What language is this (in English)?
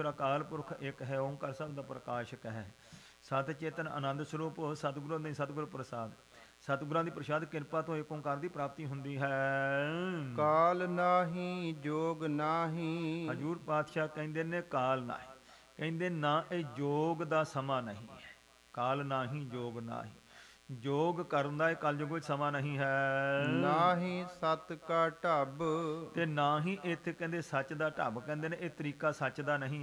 Punjabi